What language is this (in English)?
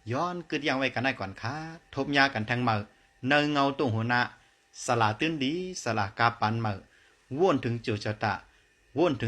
Shan